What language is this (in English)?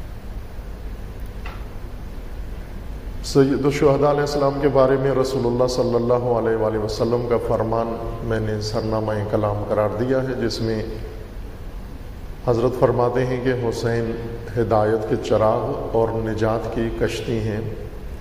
Urdu